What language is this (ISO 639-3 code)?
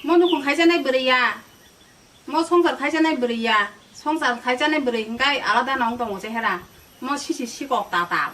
trp